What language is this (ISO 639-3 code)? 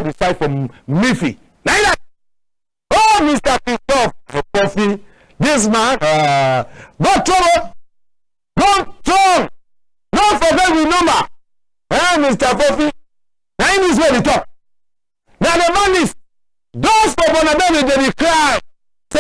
wes